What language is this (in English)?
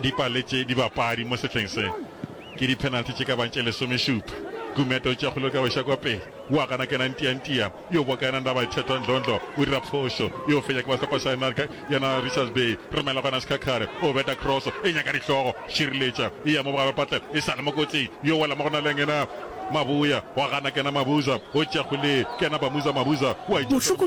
Northern Sotho